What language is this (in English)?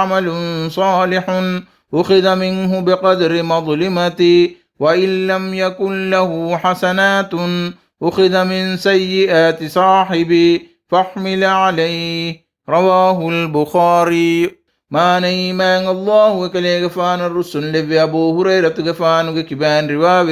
Divehi